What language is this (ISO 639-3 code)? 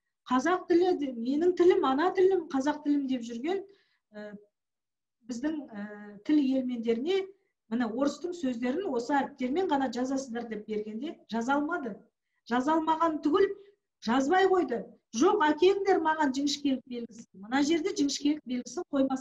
kaz